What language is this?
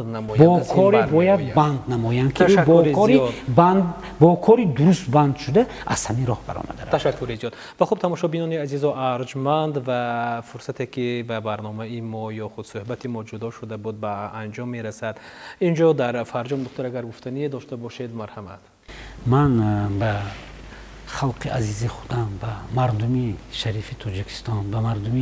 Tajik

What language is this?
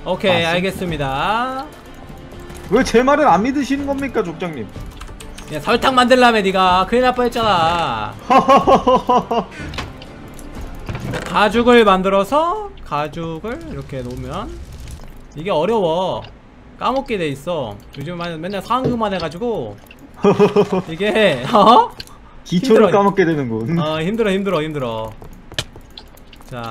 Korean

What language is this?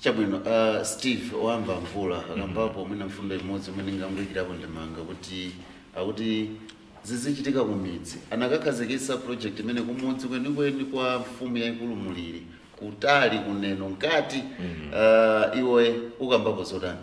Nyanja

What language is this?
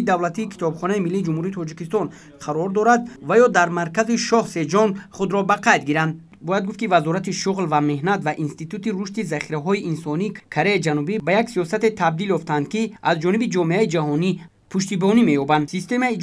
Tajik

